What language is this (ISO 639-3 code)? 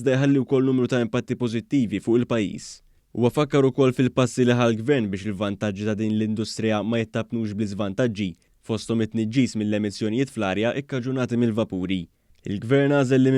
mlt